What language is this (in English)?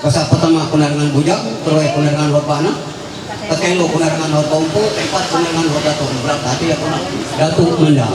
Ma'anyan